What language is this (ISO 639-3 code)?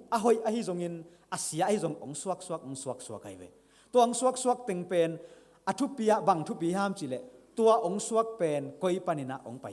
ctd